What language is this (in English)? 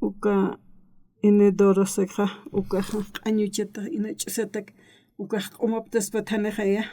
Aymara